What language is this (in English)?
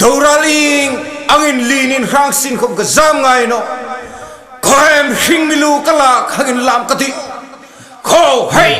Hmar